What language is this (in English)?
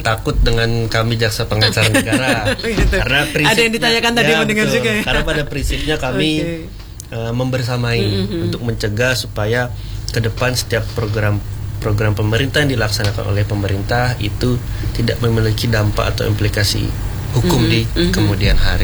Indonesian